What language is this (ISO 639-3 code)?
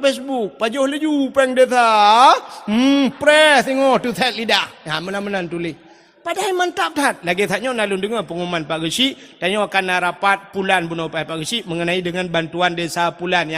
ace